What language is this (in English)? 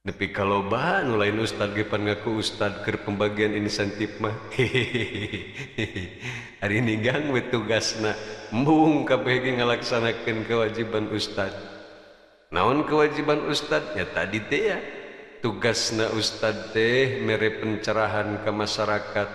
Sundanese